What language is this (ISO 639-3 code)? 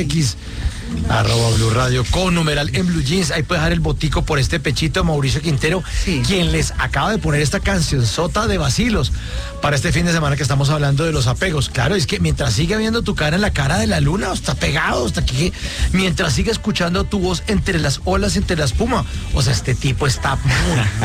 spa